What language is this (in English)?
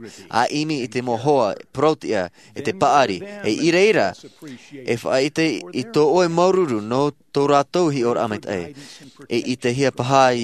Tahitian